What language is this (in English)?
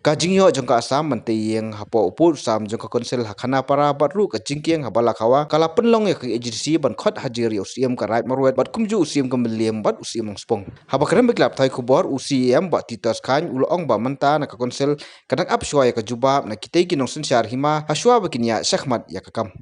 Khasi